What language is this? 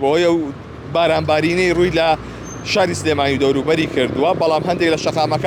Central Kurdish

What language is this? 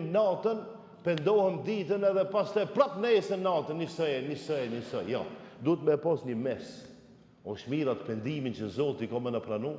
Albanian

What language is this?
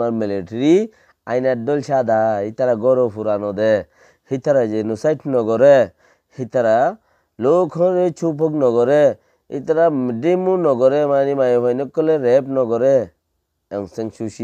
Rohingya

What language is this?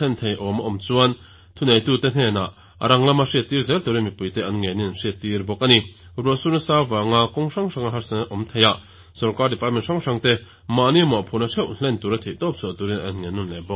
Mizo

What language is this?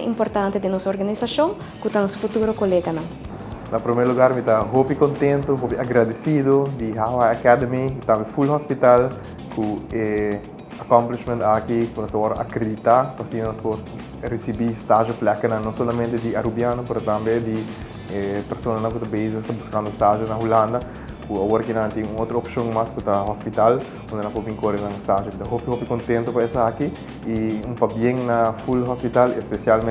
Papiamento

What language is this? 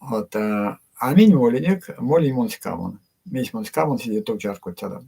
Erzya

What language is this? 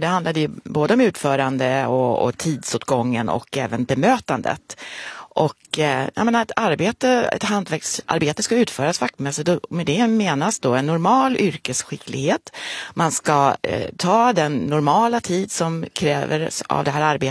Swedish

